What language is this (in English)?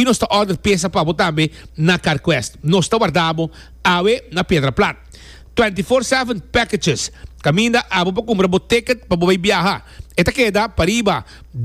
Papiamento